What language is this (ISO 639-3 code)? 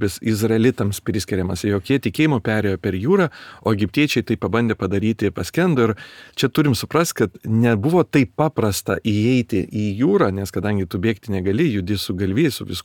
lit